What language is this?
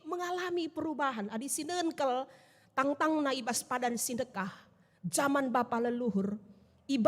Batak Karo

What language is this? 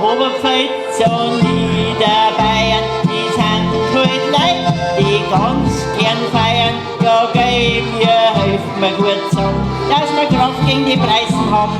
Bavarian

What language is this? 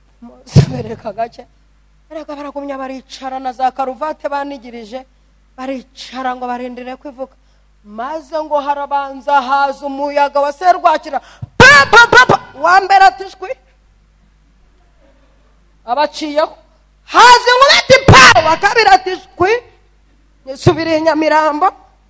Kinyarwanda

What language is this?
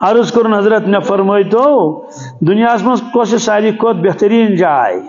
Kashmiri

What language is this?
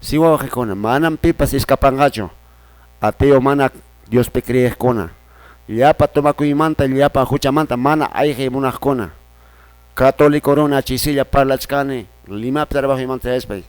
Quechua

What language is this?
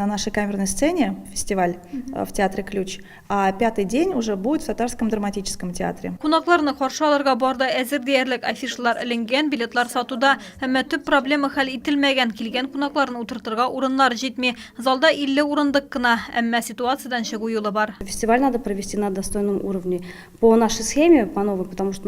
Tatar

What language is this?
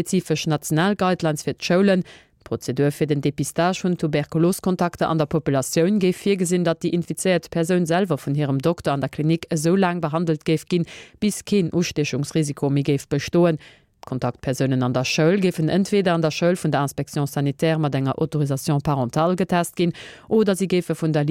Luxembourgish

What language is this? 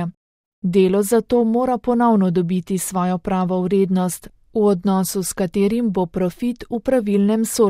Slovenian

